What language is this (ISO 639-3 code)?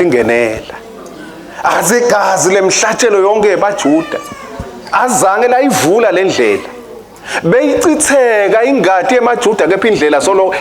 ssw